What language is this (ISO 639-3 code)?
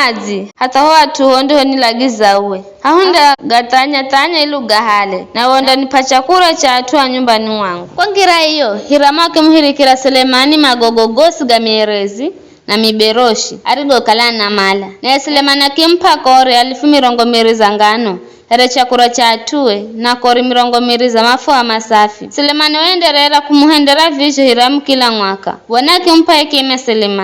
nyf